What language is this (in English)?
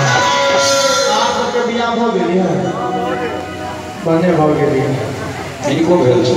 Maithili